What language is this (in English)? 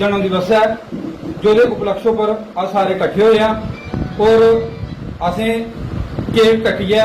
Dogri